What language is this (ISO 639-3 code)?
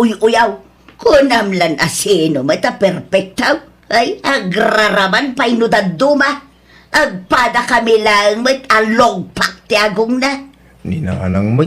ilo